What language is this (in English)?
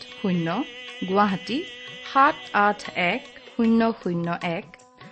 Assamese